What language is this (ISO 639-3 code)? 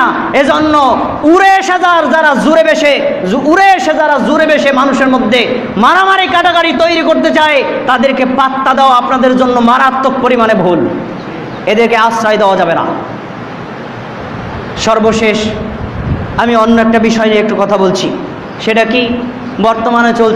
ben